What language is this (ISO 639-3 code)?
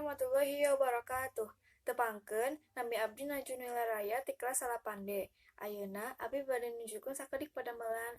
sun